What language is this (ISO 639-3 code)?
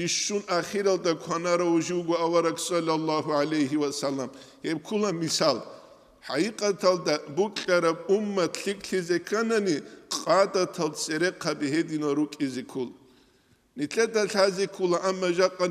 ava